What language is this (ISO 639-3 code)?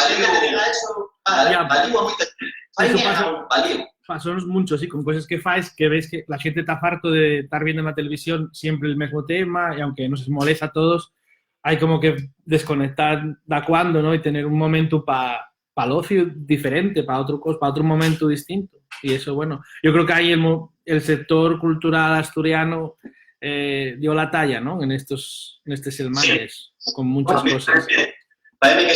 ast